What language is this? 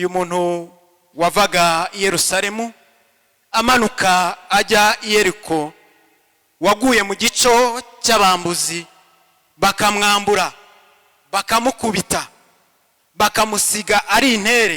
Kinyarwanda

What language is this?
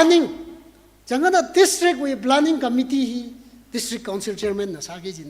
Tangkhul Naga (India)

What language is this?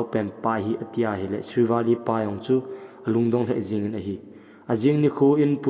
Thado Chin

